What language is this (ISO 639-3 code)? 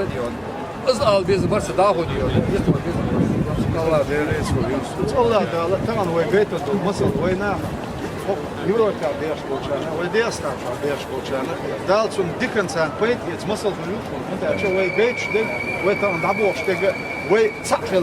che